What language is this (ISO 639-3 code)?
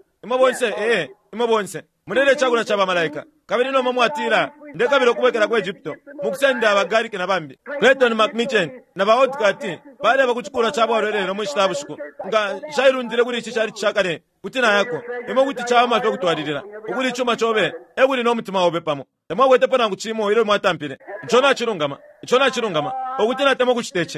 bem